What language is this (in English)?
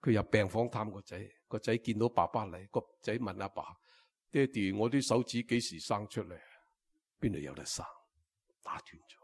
Cantonese